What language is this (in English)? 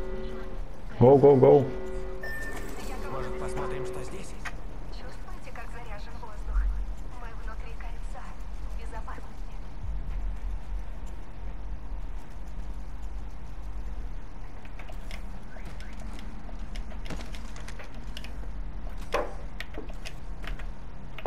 Russian